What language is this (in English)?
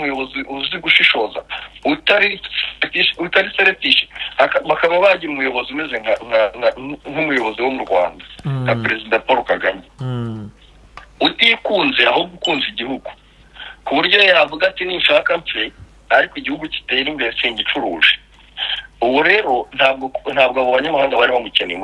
Kinyarwanda